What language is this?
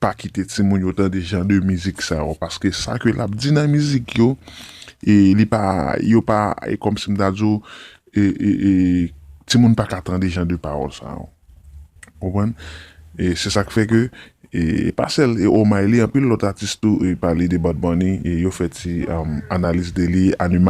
Haitian Creole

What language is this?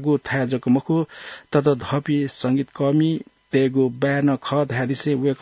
Newari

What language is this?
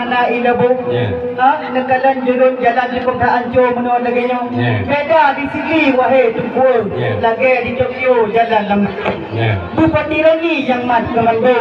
Achinese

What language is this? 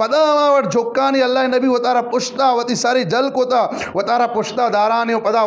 Eastern Balochi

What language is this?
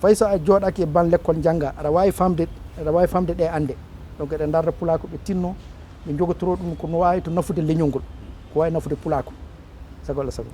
Fula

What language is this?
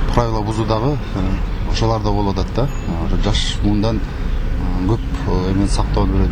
Kyrgyz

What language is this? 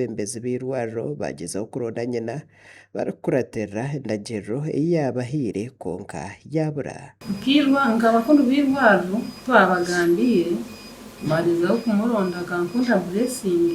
Nyankole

